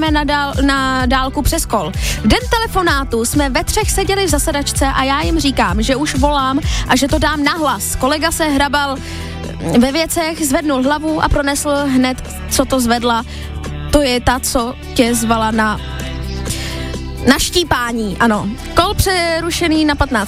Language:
Czech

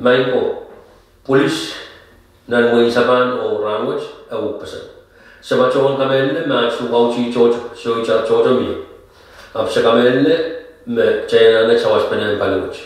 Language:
Pohnpeian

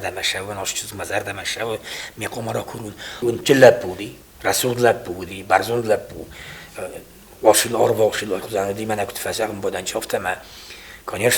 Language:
Ossetic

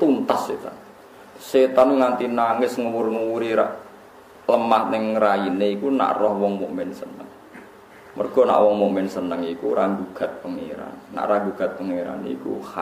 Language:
Javanese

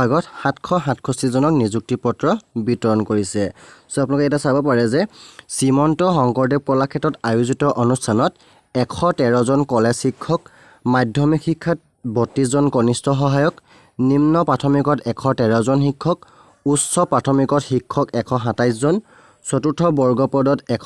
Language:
Assamese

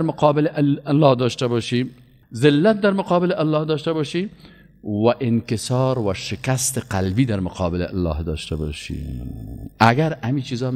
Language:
Persian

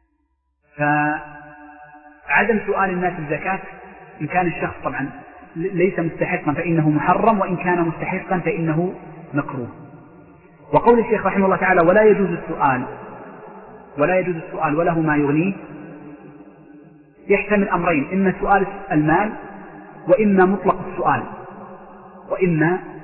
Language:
Arabic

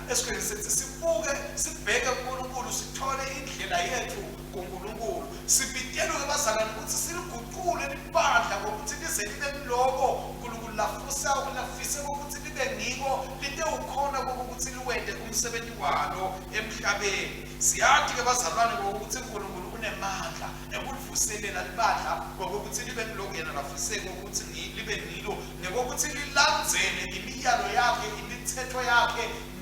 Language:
Swati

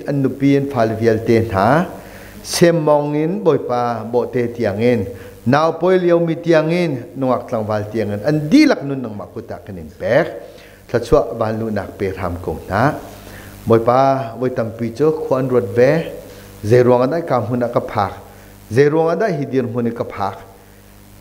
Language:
Hakha Chin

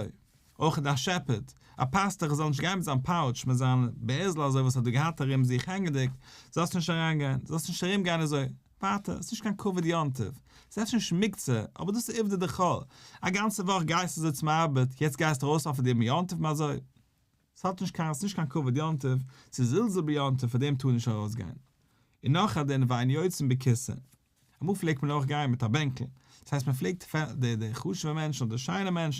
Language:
Yiddish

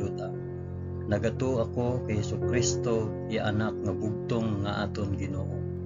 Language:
Hiligaynon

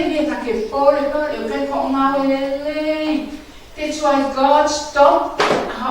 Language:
Tongan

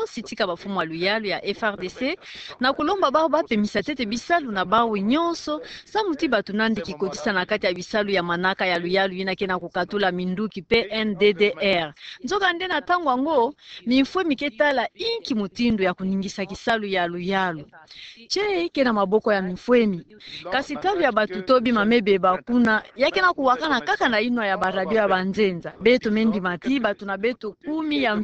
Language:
Kituba (Democratic Republic of Congo)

